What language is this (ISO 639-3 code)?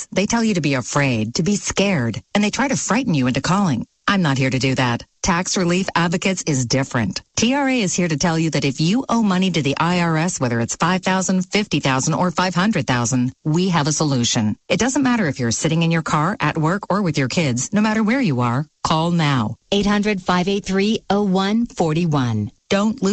eng